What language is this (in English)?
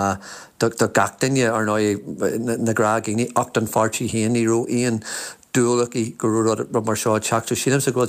Irish